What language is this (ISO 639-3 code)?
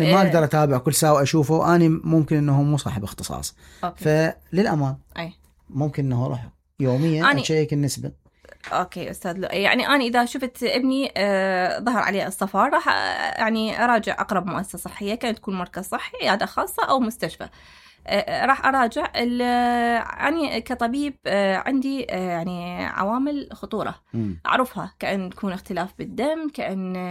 acm